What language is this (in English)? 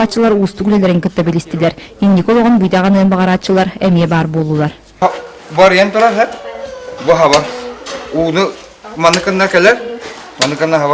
Yakut